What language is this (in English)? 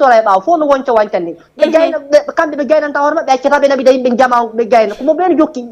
Fula